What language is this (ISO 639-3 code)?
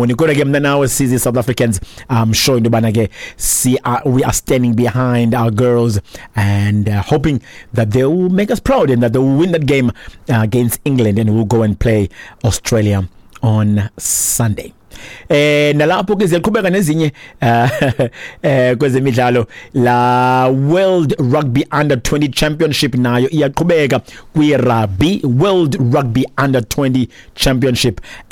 xho